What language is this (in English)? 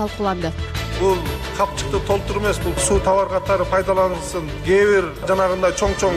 Kyrgyz